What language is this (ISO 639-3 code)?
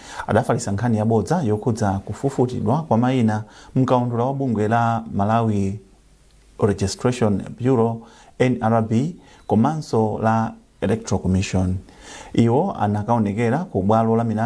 nya